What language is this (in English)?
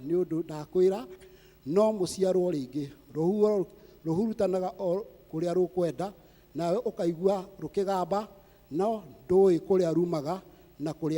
Kikuyu